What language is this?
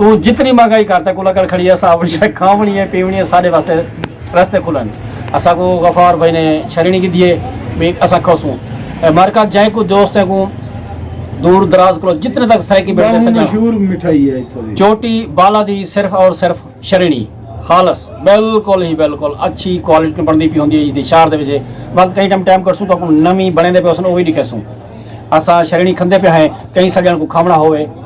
Saraiki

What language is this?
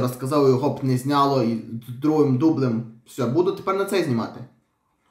Ukrainian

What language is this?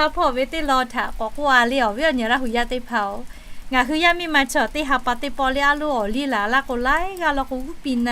Lahu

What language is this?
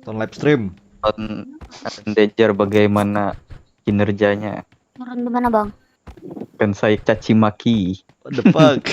Banjar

